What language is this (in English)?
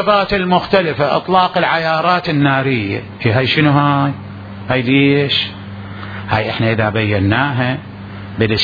Mesopotamian Arabic